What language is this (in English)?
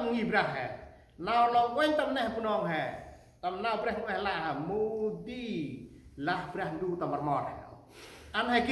Central Mnong